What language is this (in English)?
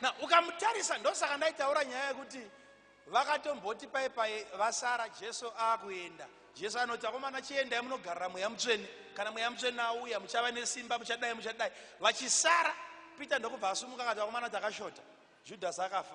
Shona